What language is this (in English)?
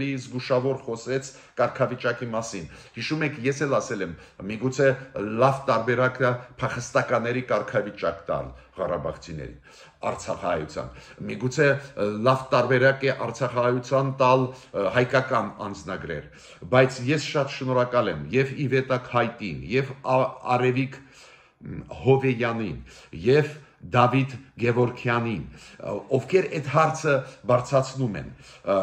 Armenian